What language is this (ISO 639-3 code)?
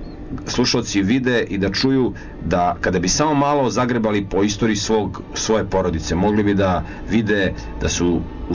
srp